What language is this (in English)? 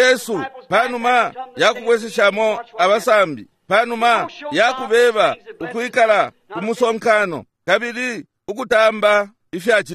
Bemba